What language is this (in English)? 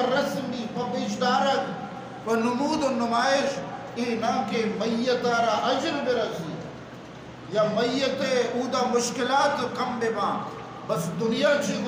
Eastern Balochi